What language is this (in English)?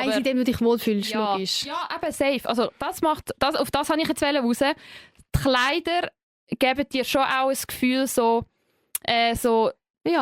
Swiss German